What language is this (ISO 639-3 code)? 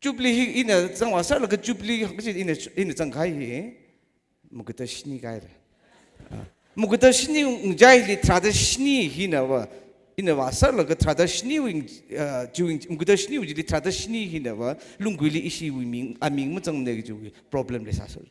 nmf